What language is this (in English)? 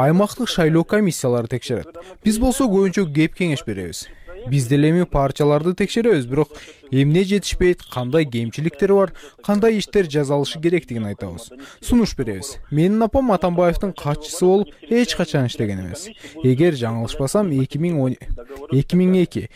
Kyrgyz